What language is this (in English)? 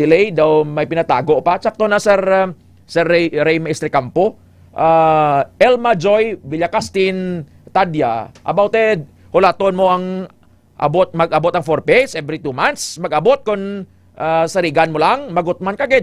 Hiligaynon